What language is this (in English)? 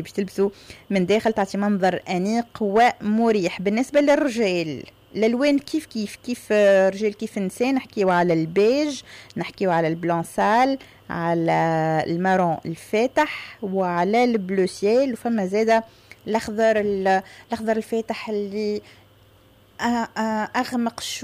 Tunisian Arabic